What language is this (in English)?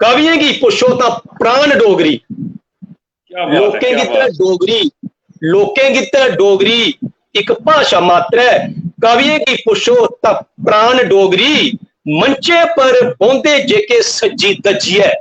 Dogri